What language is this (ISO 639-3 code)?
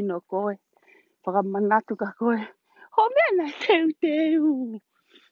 ton